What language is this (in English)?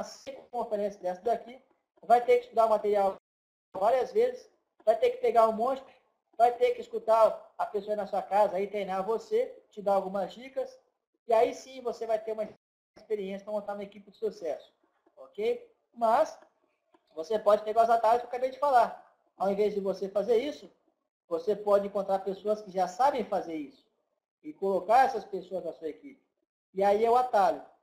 Portuguese